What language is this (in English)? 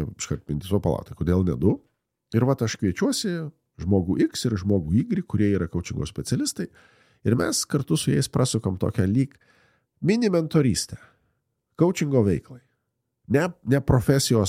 Lithuanian